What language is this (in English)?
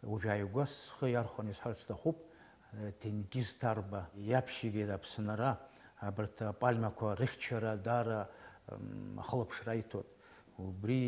Abkhazian